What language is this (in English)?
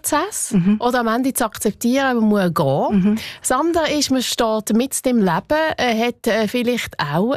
German